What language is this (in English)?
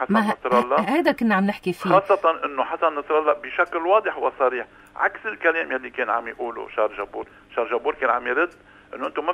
North Levantine Arabic